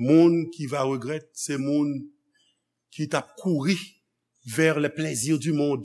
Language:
Haitian Creole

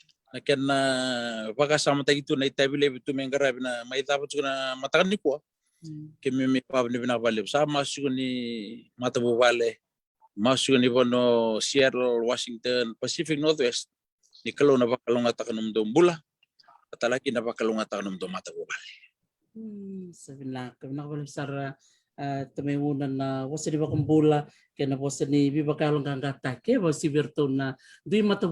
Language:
Fijian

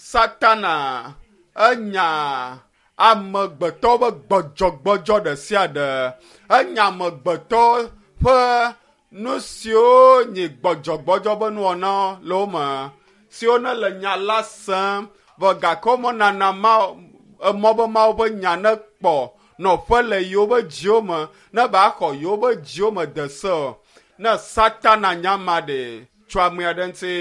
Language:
Ewe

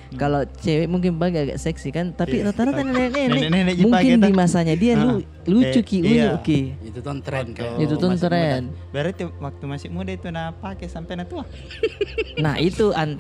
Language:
Makassar Malay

